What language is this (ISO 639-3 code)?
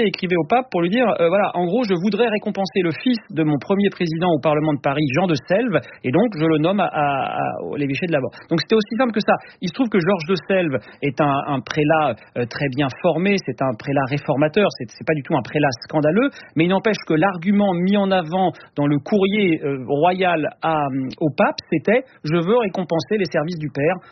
fra